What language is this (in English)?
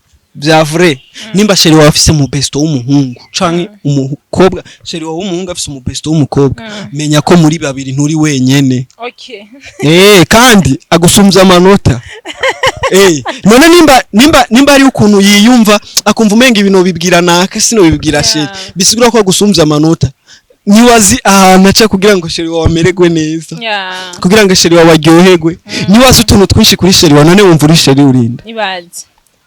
Rundi